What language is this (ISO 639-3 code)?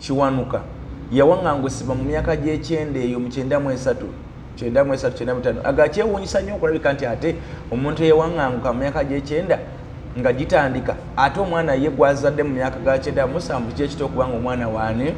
lug